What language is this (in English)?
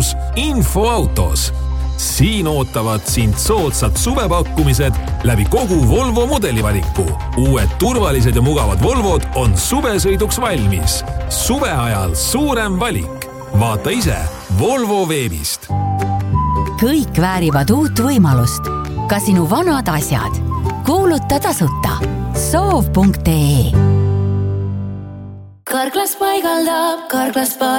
Estonian